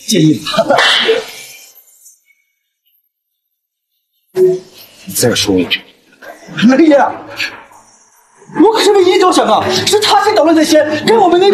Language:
Chinese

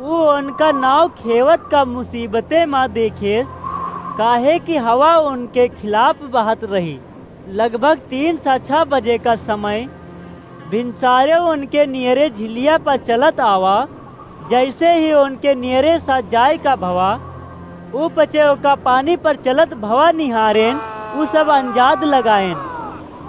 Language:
Awadhi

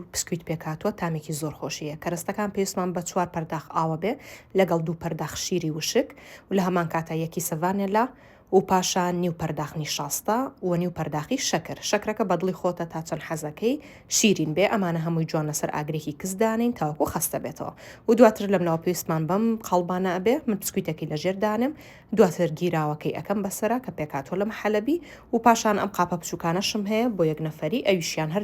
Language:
Central Kurdish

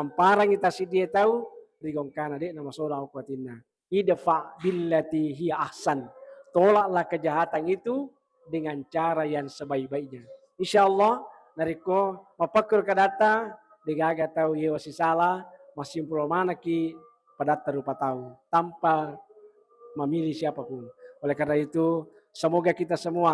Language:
Buginese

